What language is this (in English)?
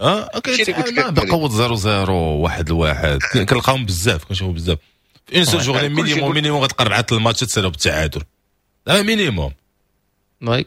Moroccan Arabic